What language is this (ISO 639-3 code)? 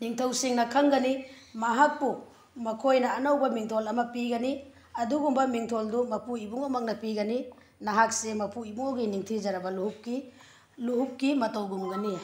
mni